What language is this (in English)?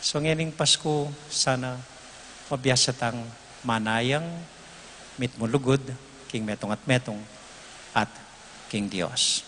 Pampanga